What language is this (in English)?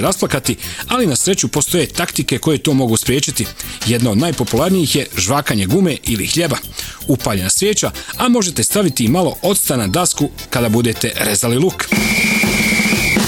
Bosnian